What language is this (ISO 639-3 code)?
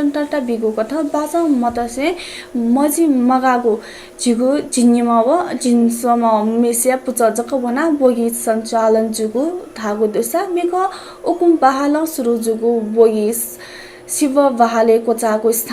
new